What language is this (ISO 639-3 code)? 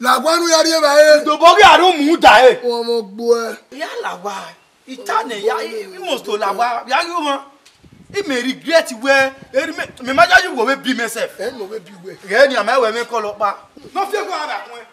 bin